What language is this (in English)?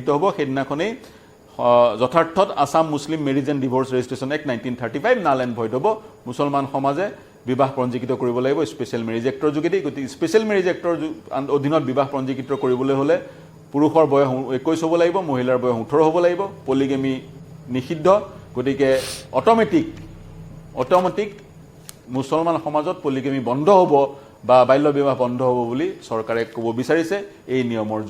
Assamese